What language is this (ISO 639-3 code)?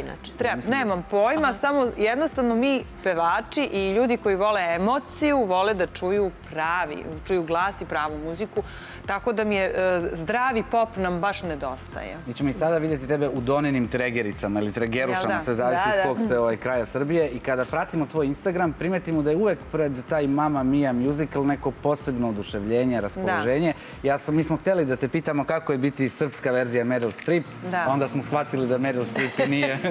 srp